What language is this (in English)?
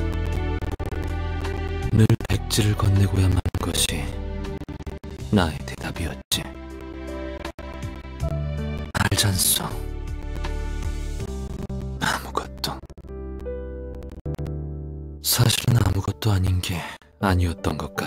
Korean